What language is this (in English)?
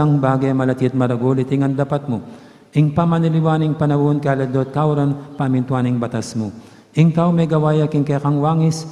Pampanga